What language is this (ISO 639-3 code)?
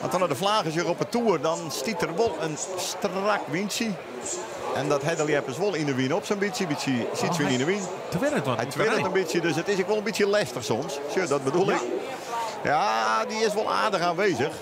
fry